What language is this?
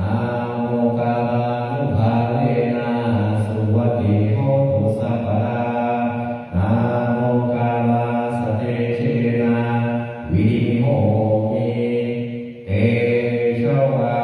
Pali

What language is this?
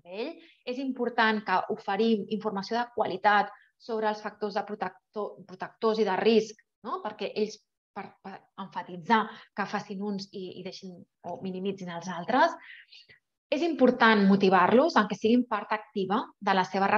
Catalan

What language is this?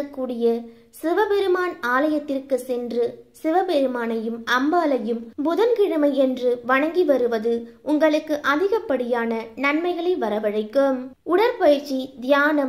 Tamil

